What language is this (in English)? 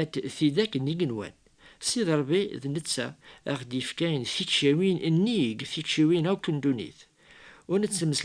Kabyle